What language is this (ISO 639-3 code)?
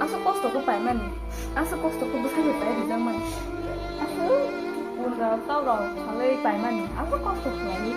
trp